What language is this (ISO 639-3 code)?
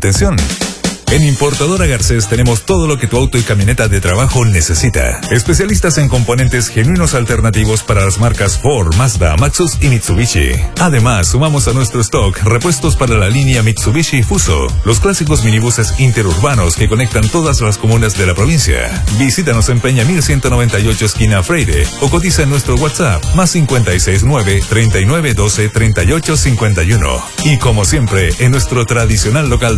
spa